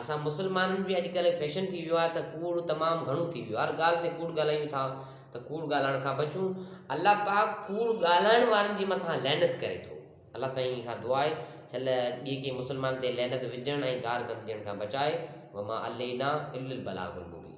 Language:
Sindhi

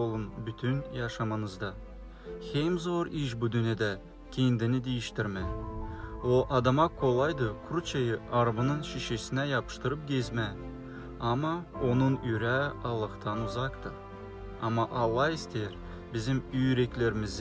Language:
Gagauz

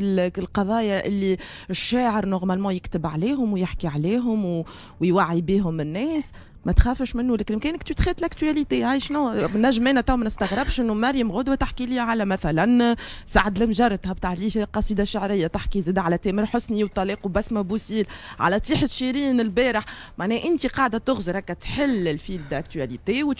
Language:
Tunisian Arabic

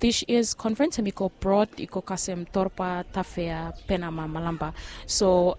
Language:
Bislama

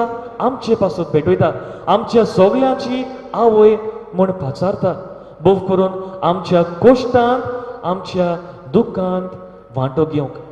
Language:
Konkani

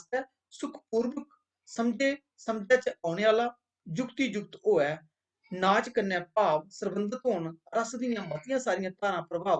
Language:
Dogri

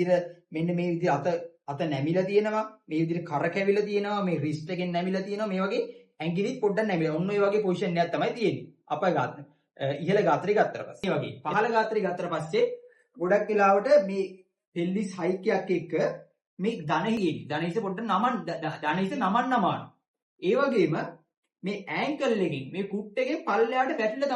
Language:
Sinhala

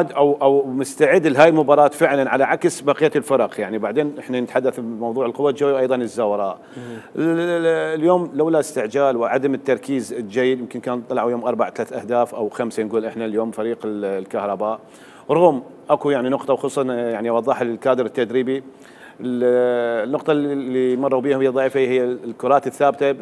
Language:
Mesopotamian Arabic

